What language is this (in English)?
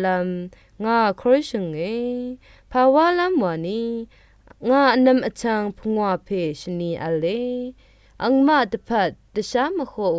Rawang